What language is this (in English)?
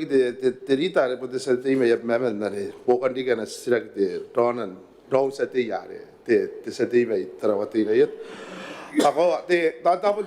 Gilbertese